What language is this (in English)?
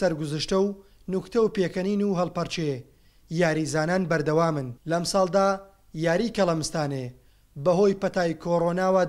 Central Kurdish